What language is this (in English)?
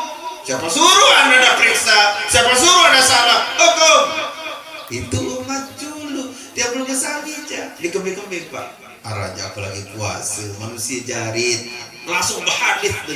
Sasak